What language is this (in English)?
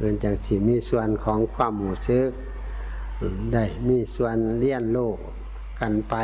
Northeastern Thai